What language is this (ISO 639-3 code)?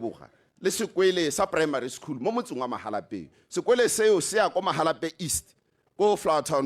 tsn